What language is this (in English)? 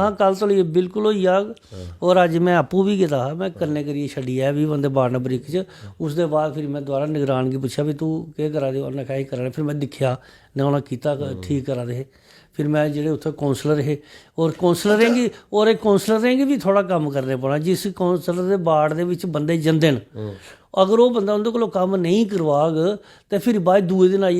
Dogri